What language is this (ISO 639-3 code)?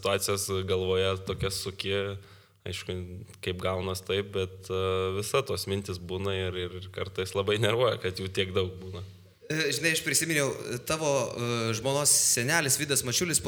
lit